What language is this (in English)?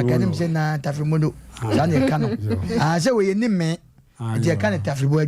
Akan